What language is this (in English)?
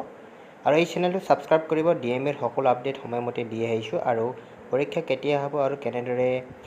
Assamese